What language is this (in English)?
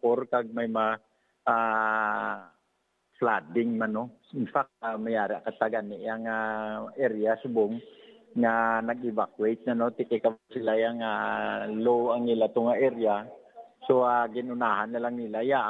Hiligaynon